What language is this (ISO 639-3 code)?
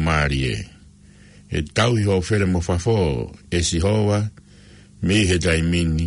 ton